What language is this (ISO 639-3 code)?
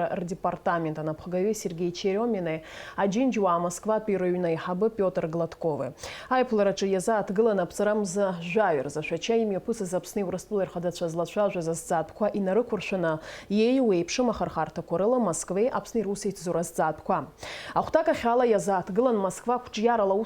abk